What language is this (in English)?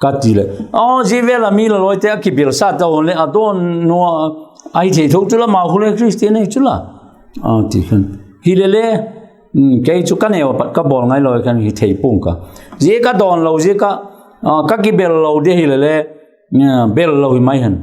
Vaiphei